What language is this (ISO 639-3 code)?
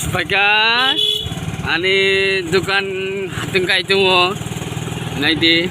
trp